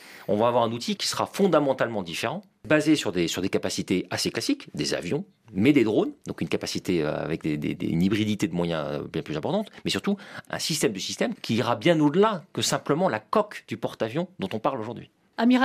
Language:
French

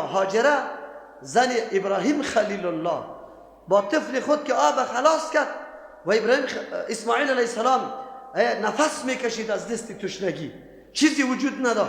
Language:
Persian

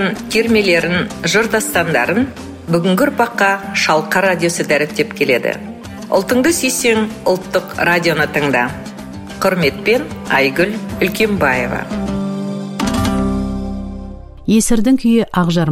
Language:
Kazakh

